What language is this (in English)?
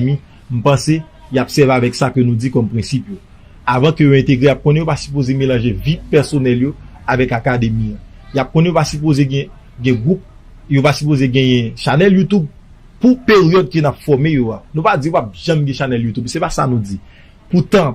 Haitian Creole